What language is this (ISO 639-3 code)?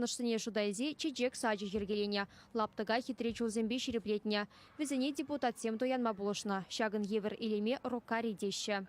chv